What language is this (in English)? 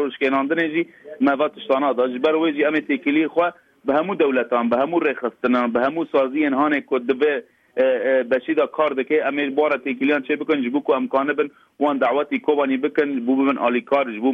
Kurdish